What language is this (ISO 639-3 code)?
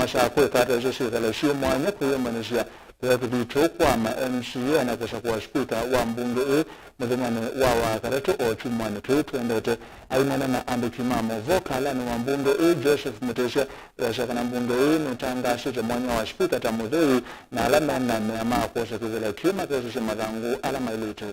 kam